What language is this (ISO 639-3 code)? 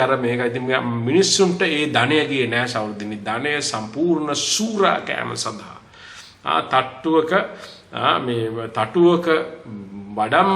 sin